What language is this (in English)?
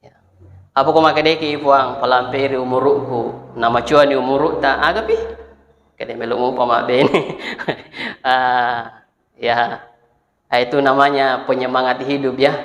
Buginese